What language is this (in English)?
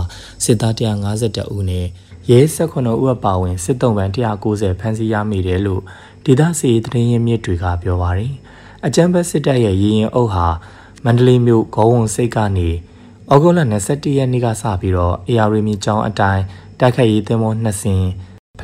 Burmese